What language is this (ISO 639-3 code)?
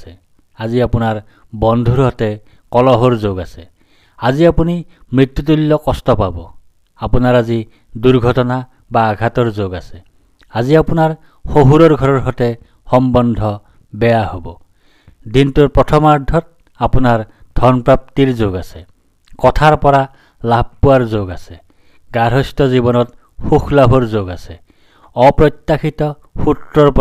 asm